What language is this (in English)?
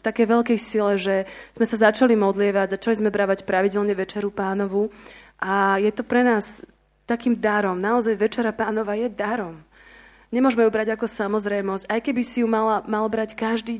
Slovak